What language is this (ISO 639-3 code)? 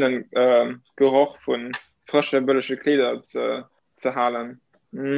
ltz